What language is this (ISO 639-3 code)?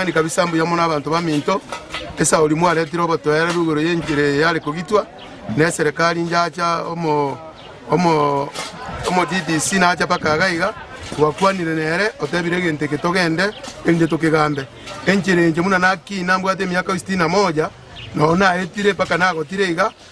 guz